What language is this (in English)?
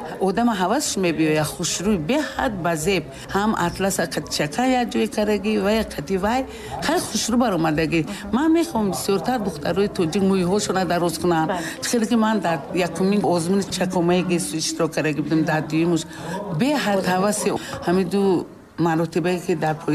Tajik